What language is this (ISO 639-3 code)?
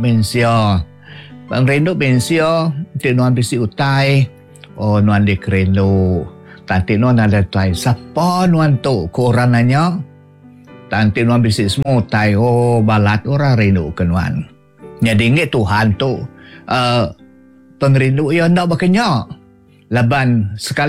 iba